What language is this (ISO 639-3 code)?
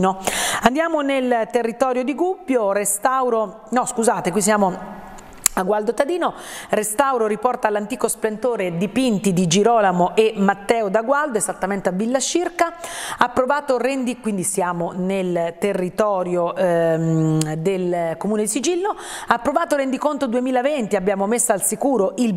ita